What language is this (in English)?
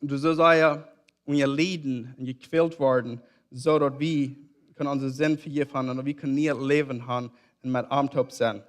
Plautdietsch